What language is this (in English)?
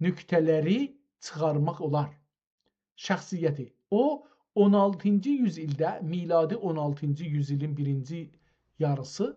South Azerbaijani